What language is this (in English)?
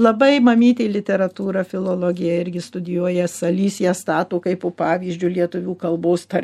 Lithuanian